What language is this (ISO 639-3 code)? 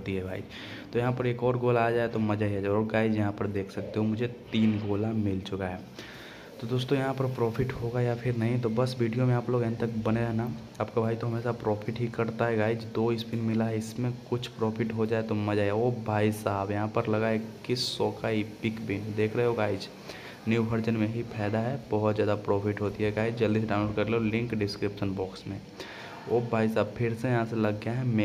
hin